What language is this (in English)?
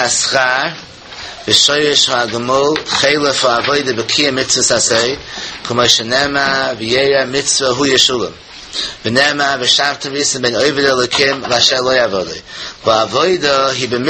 Yiddish